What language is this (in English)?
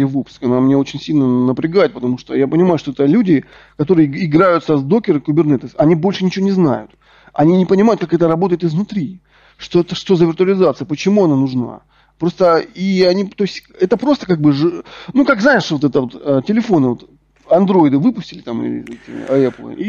Russian